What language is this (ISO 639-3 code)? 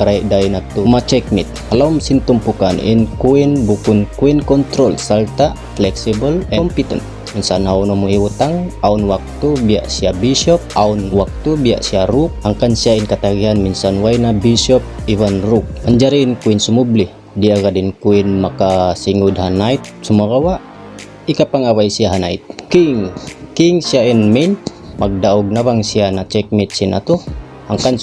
tsg